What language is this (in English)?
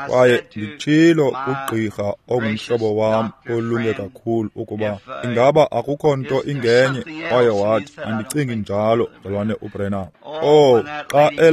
Xhosa